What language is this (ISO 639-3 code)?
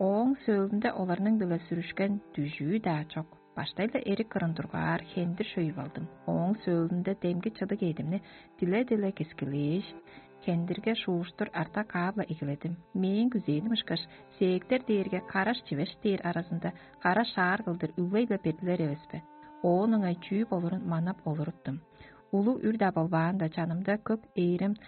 tyv